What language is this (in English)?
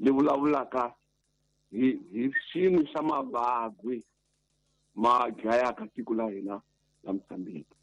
Tsonga